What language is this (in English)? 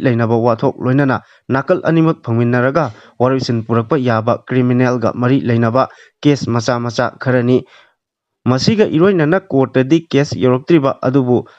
Manipuri